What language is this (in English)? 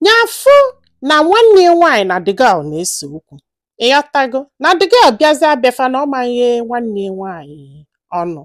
Igbo